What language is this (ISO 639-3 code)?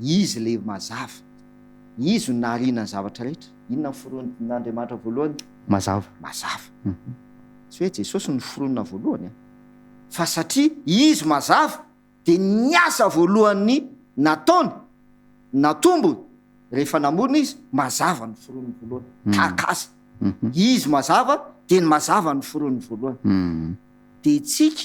mlg